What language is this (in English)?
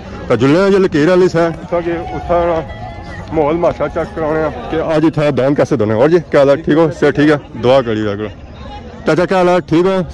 Pahari-Potwari